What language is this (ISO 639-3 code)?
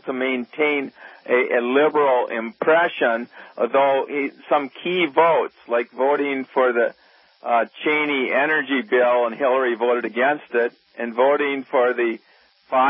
eng